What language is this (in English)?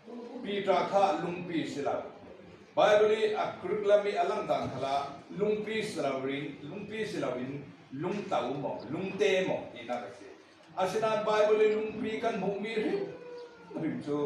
Falam Chin